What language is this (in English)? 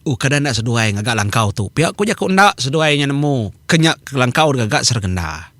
Iban